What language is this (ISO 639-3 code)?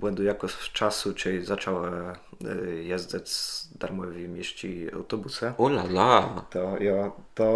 csb